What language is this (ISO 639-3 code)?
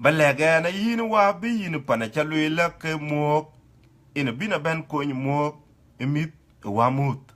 din